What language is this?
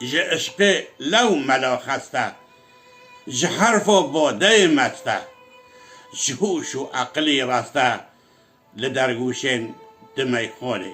Kurdish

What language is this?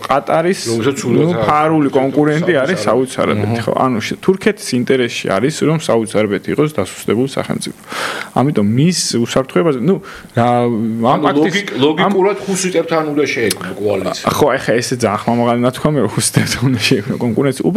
Georgian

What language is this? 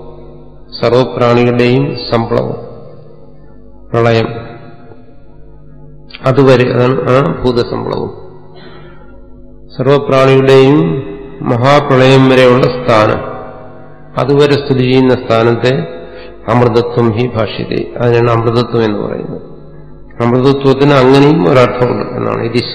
Malayalam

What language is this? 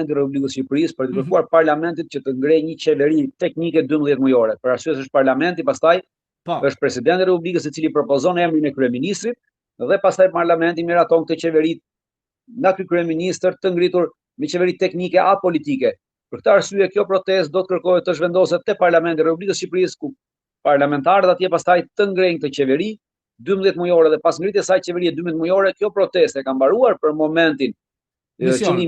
Albanian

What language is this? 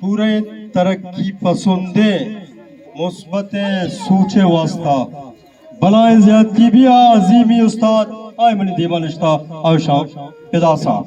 Eastern Balochi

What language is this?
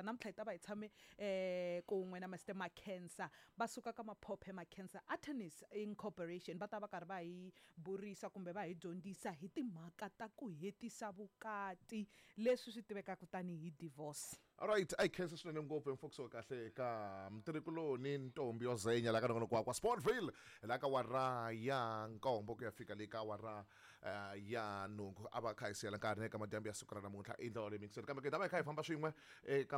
Tsonga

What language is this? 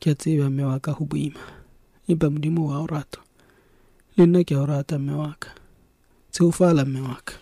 Southern Sotho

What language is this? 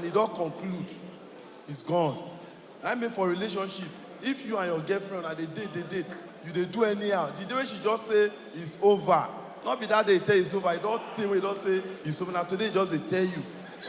Nigerian Pidgin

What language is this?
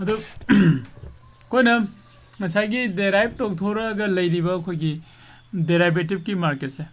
Manipuri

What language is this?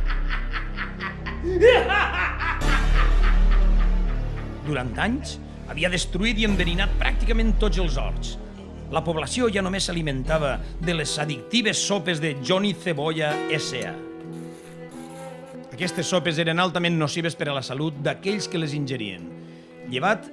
Catalan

